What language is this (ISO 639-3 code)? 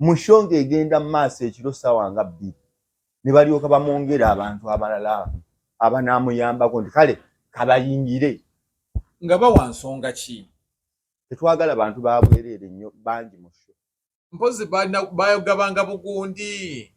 lug